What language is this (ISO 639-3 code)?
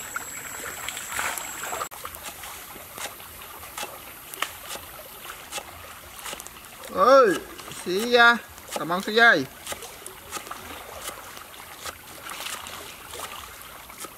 vie